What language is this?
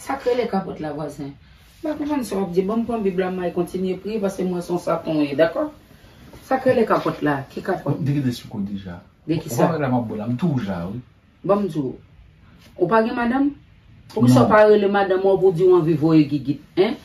Haitian Creole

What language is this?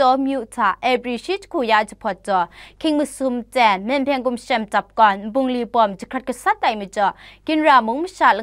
Kachin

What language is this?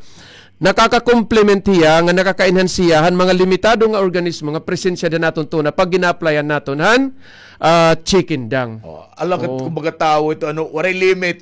Waray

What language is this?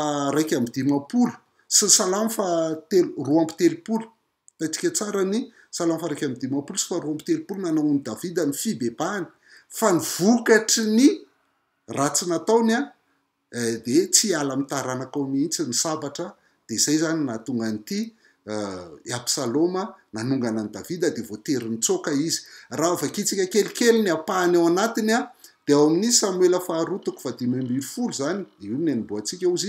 Malagasy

